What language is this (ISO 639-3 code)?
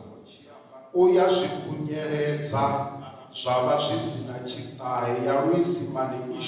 ven